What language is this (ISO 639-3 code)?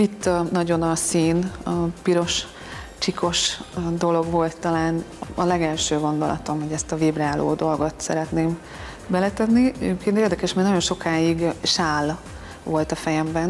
hun